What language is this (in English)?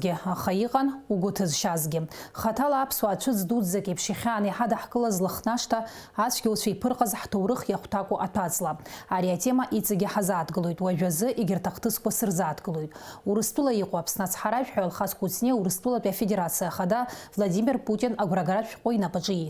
Abkhazian